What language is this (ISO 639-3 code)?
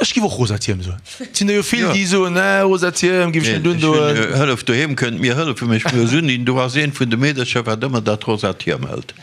ltz